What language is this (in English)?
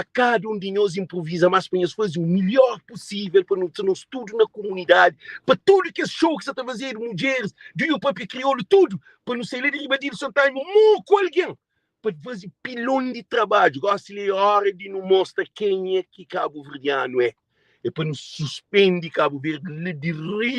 Kabuverdianu